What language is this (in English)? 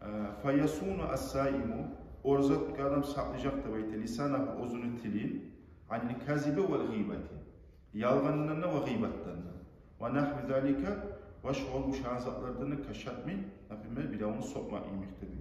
Kumyk